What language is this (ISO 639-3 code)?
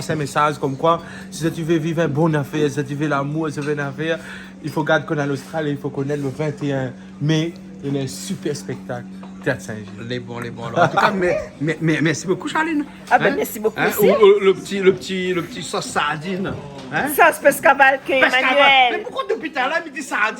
rcf